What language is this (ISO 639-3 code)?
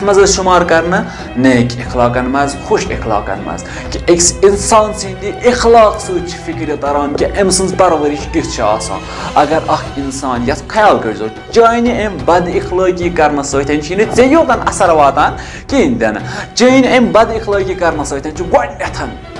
kas